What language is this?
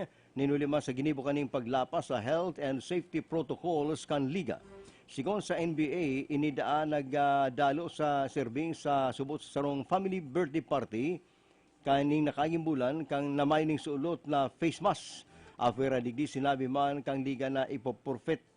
Bikol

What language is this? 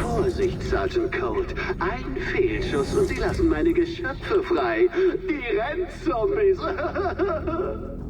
Bavarian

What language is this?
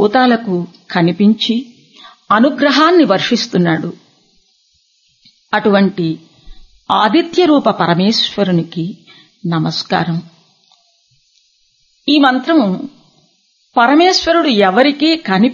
Telugu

